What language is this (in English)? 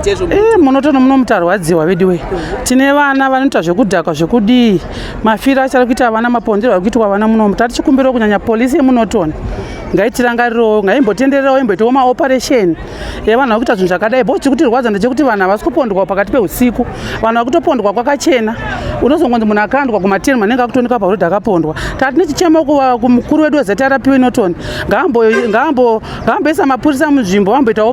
Shona